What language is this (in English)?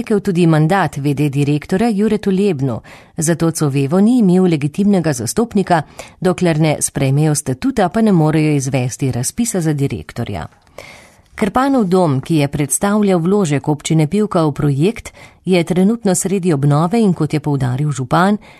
Slovenian